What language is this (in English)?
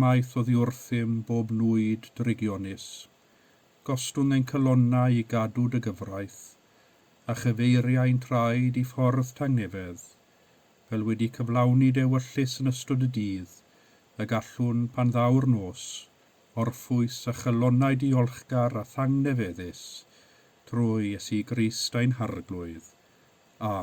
Welsh